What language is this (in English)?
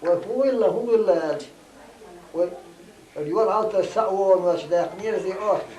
Chechen